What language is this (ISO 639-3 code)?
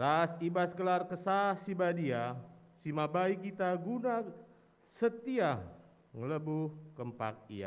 btx